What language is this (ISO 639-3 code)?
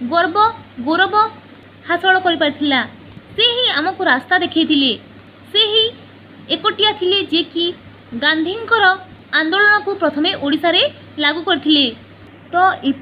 ori